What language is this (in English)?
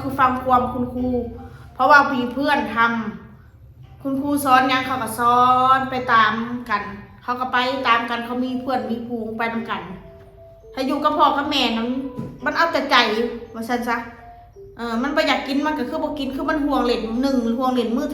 Northeastern Thai